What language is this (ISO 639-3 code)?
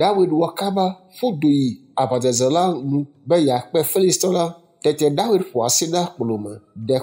ewe